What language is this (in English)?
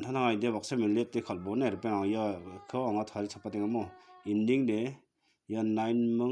Garo